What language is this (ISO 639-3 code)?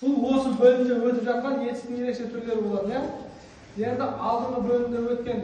kaz